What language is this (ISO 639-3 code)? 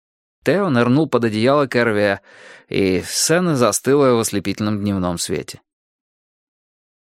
rus